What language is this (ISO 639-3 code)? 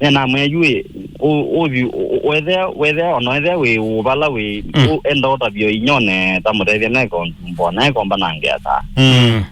kam